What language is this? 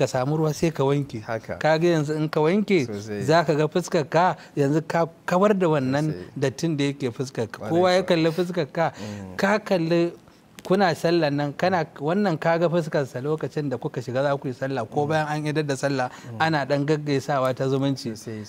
Hausa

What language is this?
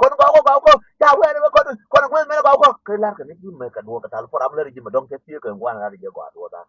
Nuer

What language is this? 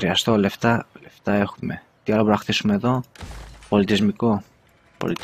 Greek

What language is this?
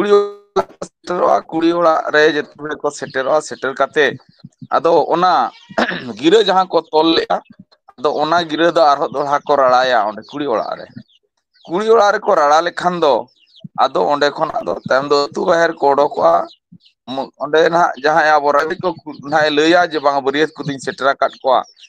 Santali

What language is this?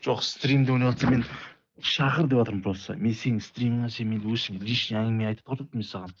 Kara-Kalpak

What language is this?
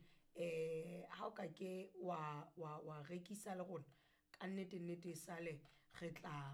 Southern Sotho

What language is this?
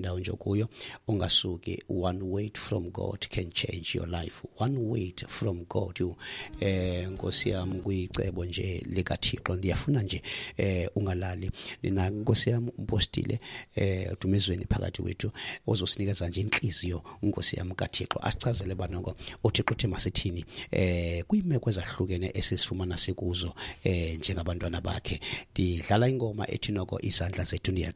Xhosa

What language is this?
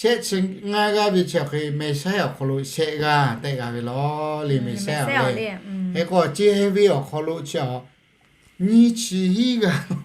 Lahu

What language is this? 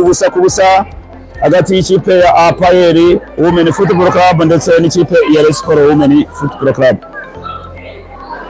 Kinyarwanda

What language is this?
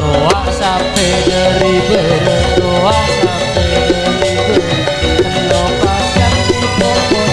Madurese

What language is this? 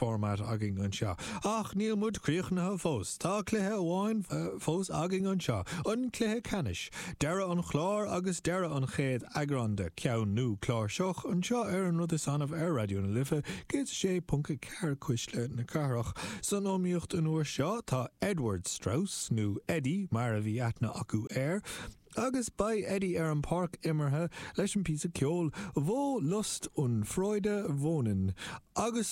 Irish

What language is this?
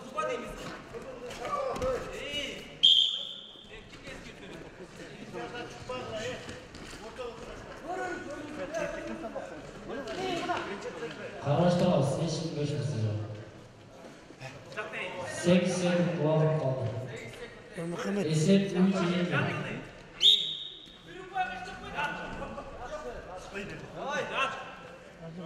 Kazakh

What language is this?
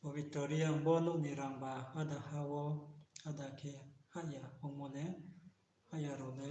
Riang (India)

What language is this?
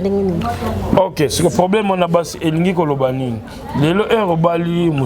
Lingala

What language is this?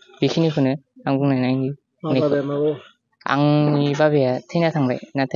Bodo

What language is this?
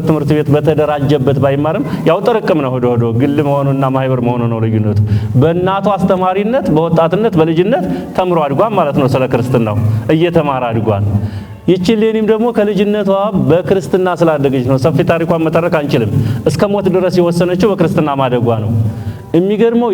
Amharic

